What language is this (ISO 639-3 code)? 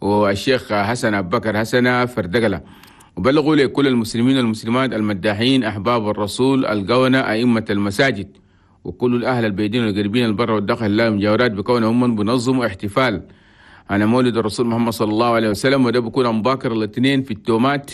shu